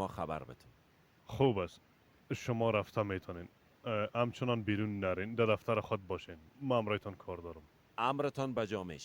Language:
Persian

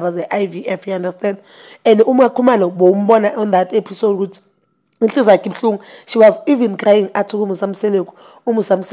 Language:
Zulu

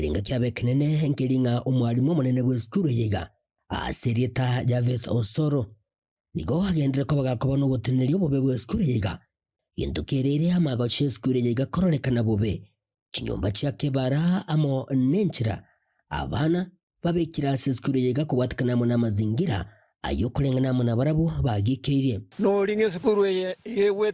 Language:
Gusii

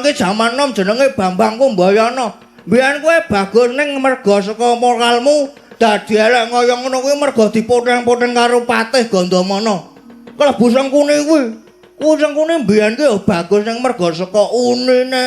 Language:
Javanese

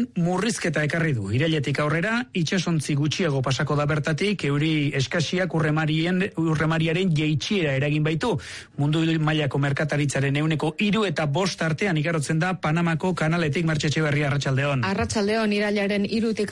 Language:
Basque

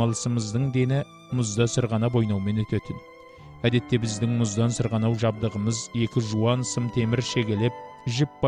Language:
Kazakh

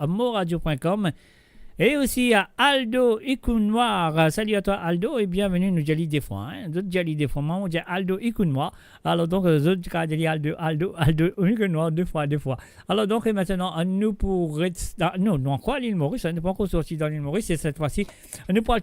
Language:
Morisyen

